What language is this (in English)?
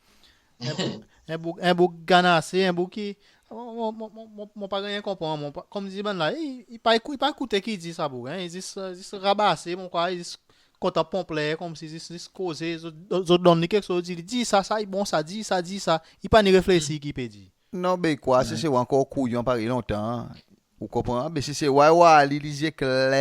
Seselwa Creole French